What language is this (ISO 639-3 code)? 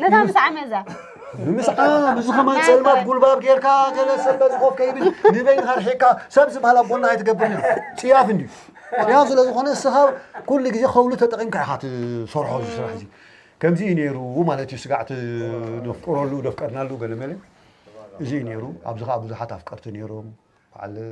tir